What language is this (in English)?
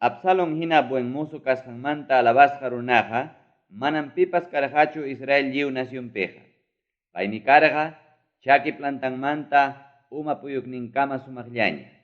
Ayacucho Quechua